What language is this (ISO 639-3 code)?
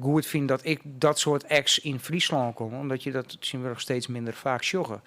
fry